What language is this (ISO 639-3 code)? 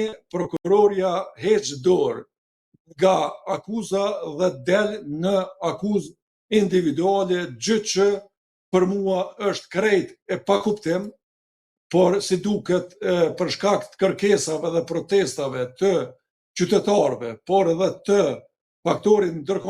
sqi